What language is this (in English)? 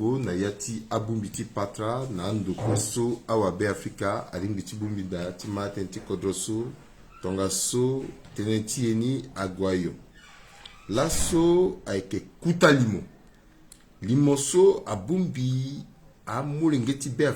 Sango